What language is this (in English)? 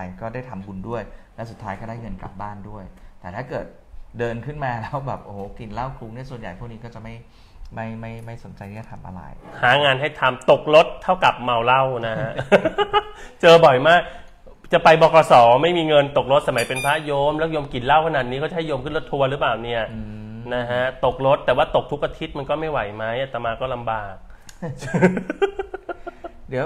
Thai